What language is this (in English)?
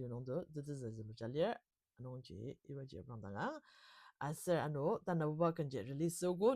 Ao Naga